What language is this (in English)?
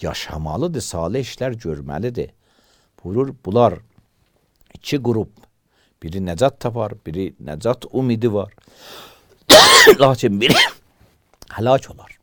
Azerbaijani